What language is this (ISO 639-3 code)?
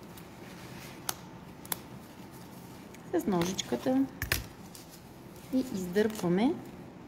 bul